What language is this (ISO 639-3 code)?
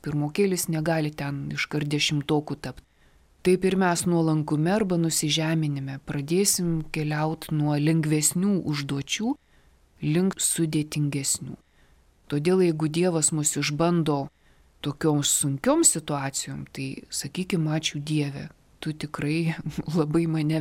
lit